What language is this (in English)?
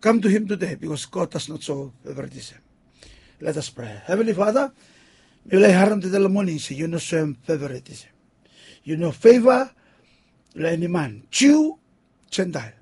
Bislama